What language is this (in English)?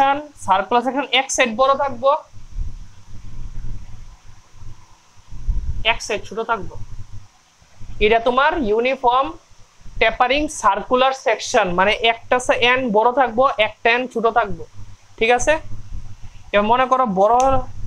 Bangla